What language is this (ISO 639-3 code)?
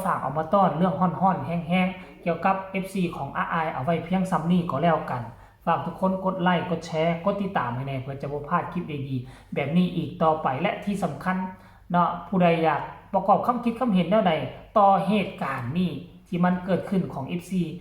tts